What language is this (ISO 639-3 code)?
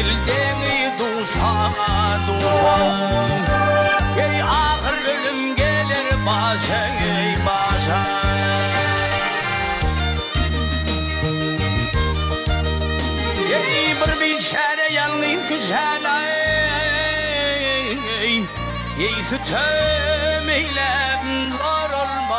tur